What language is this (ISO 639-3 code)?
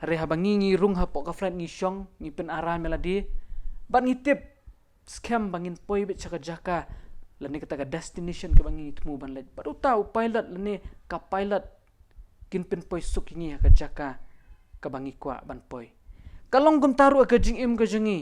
kha